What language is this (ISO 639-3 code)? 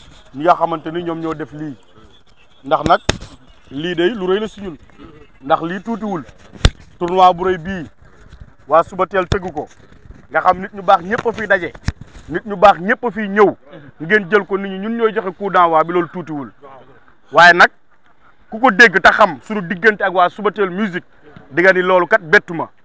wol